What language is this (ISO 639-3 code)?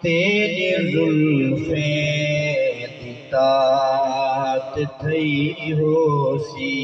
skr